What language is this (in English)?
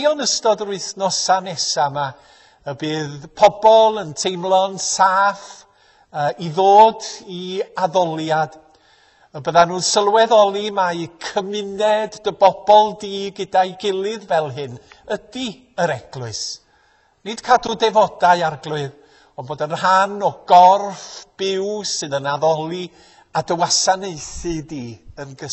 Welsh